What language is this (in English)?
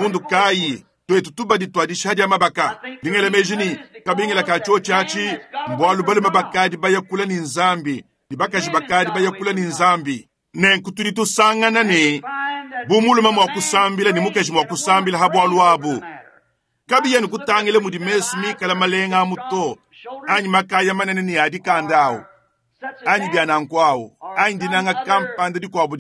Luba-Lulua